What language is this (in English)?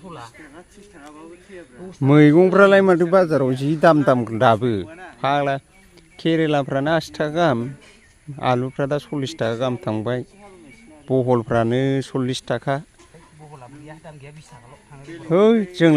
Bodo